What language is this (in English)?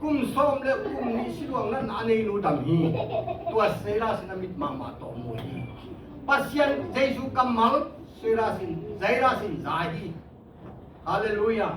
Tedim Chin